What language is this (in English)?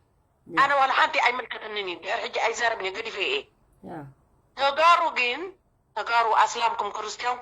Tigrinya